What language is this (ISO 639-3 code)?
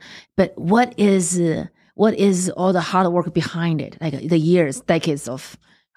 eng